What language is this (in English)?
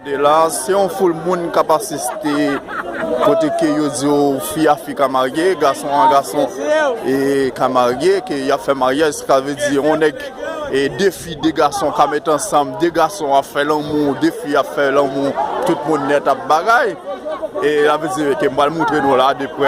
Haitian Creole